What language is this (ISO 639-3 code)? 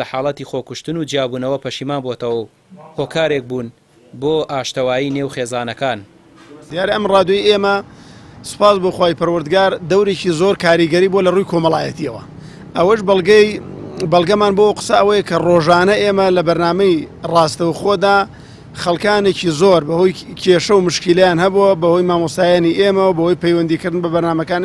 ckb